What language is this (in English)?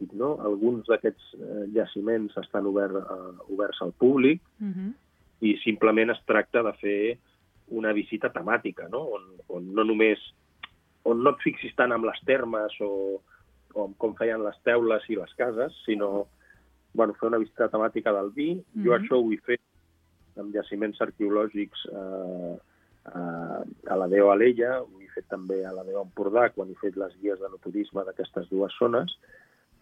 Catalan